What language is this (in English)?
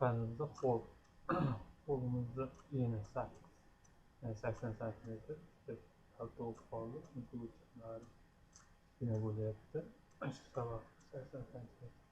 Uzbek